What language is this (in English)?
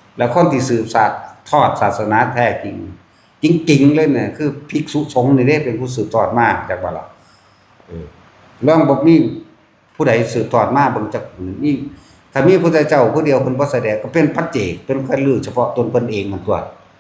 Northeastern Thai